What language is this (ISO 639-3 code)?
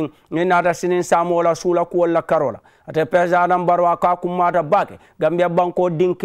man